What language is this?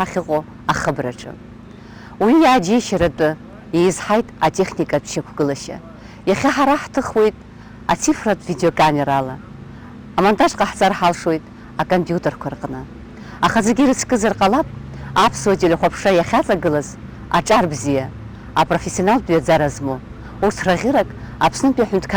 Abkhazian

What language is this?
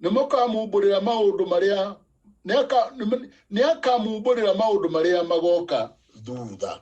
Kikuyu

